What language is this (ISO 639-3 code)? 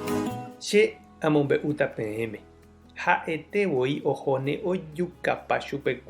grn